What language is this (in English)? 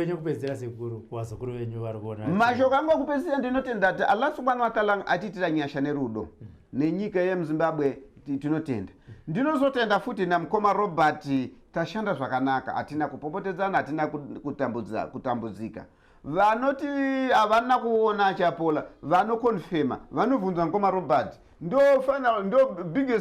Shona